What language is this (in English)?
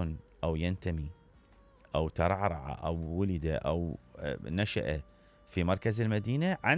Mesopotamian Arabic